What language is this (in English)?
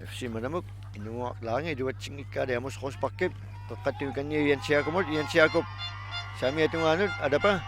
Kalaallisut